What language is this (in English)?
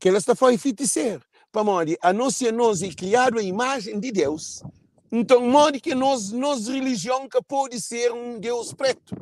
Kabuverdianu